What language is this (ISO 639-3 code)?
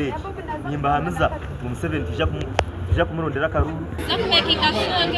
nyn